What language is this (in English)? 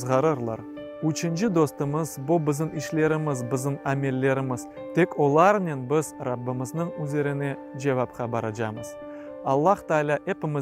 Crimean Tatar